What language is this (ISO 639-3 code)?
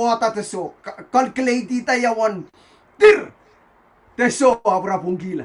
pon